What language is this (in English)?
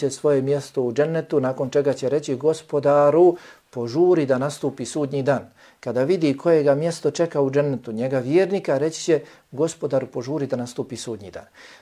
Bosnian